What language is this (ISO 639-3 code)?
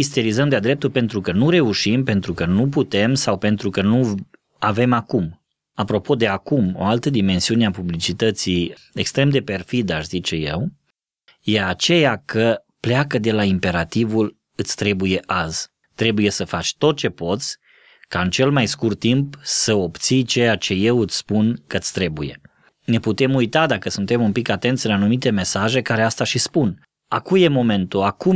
ron